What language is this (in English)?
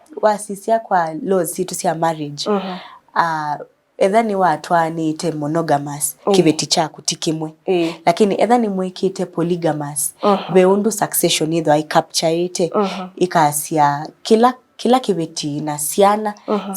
Kamba